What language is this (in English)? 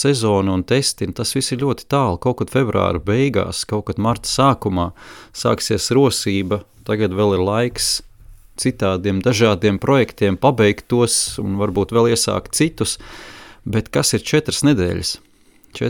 Latvian